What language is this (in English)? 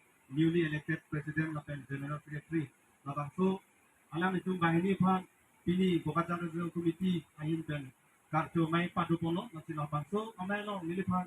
Karbi